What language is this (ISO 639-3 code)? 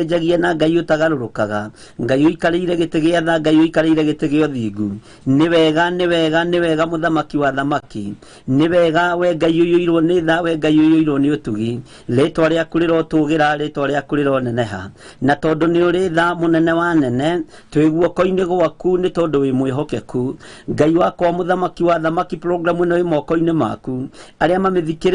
kik